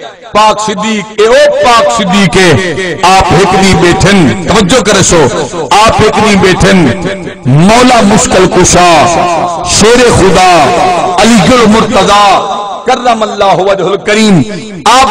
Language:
Saraiki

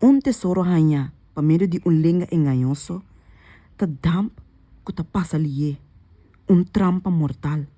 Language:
Papiamento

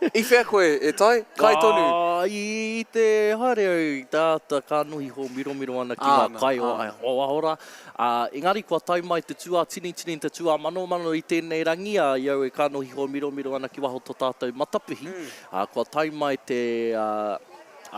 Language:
Māori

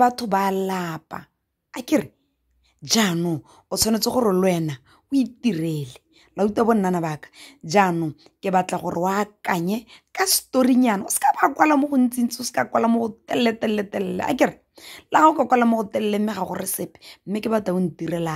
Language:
Tswana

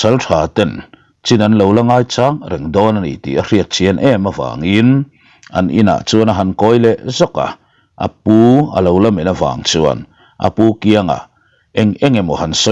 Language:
Mizo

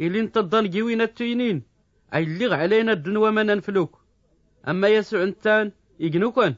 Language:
Tachelhit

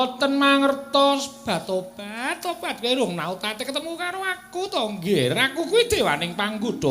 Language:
Javanese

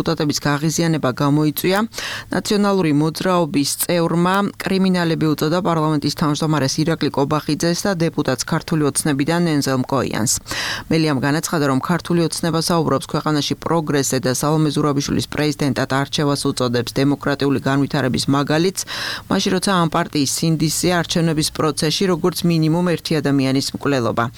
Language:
Georgian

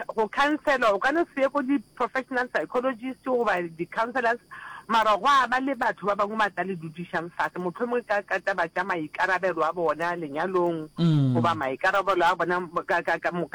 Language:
Northern Sotho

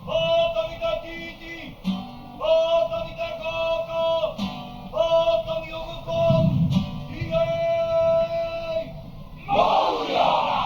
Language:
Māori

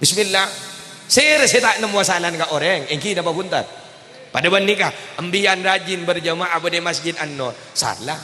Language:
Madurese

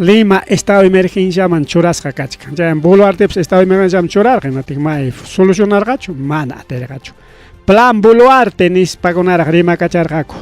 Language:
Ayacucho Quechua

